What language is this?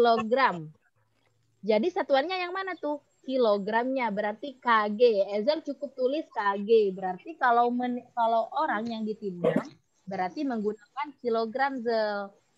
Indonesian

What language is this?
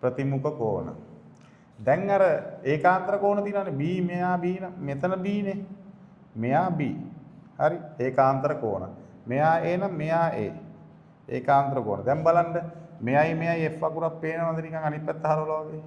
Sinhala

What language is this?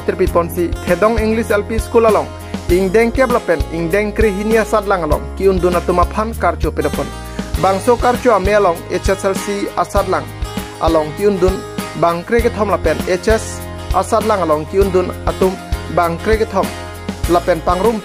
Karbi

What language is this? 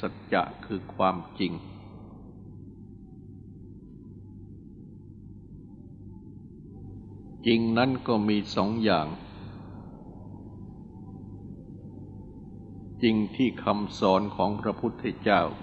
Thai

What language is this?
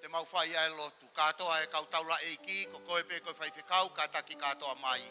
Tongan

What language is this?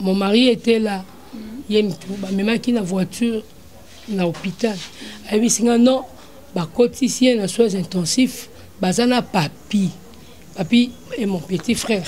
Lingala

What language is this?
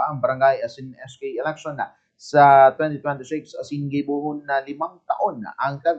Bikol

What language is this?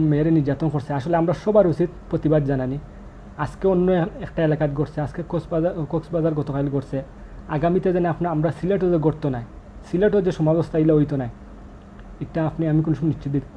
Sylheti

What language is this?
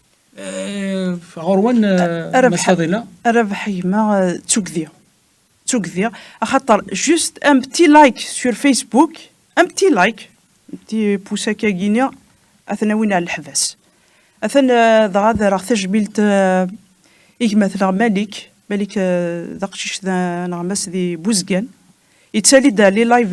Kabyle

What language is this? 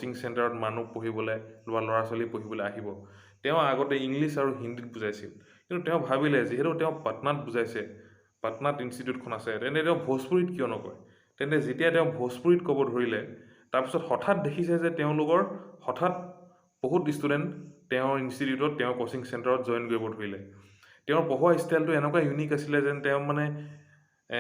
Assamese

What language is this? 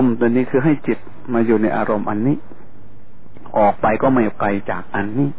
Thai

